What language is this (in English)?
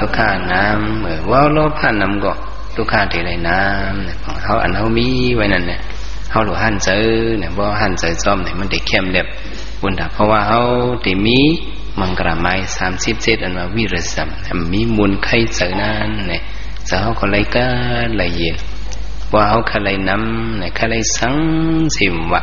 Shan